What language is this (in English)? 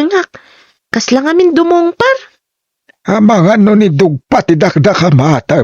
Iloko